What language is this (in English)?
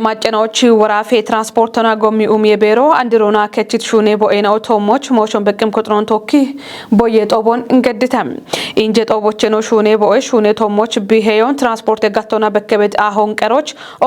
Kafa